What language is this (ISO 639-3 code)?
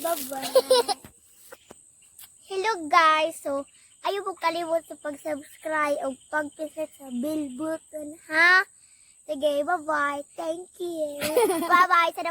ceb